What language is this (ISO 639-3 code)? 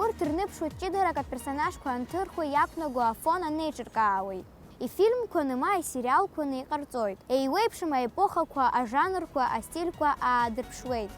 abk